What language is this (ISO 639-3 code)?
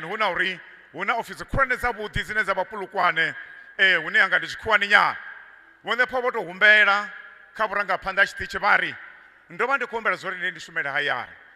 ven